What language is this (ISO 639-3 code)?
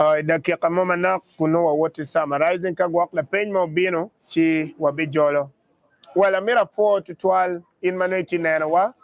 ach